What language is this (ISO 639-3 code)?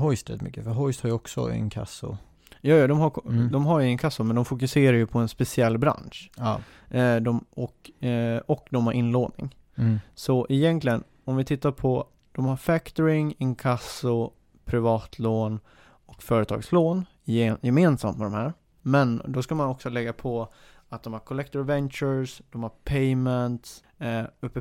swe